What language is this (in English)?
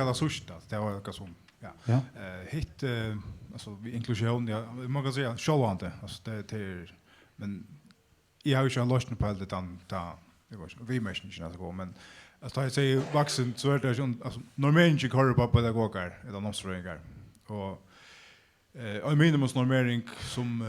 Faroese